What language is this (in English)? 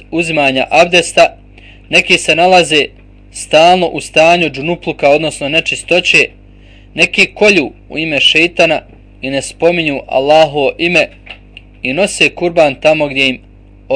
Bosnian